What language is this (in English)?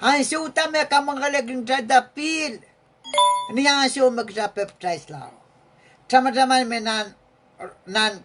Pohnpeian